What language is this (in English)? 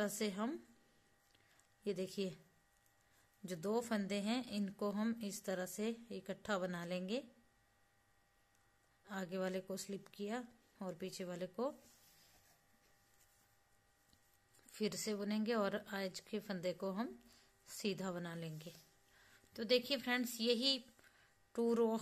Hindi